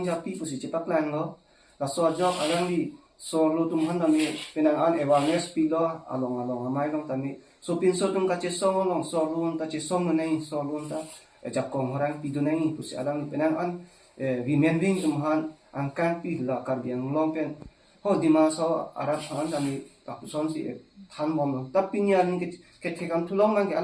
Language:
Karbi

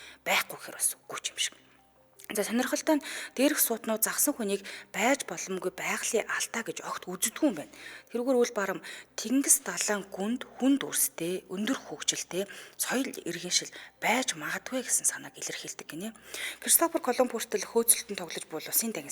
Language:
Mongolian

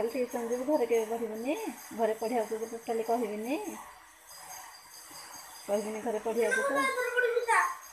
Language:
Odia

